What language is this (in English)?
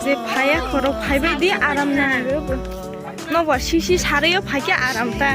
Kok Borok